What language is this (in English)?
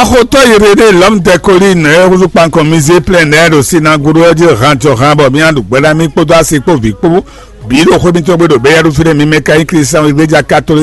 Fon